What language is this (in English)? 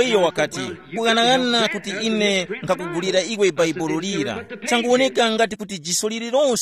Tumbuka